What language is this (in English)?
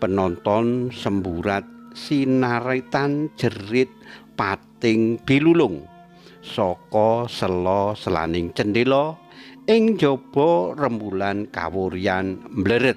Javanese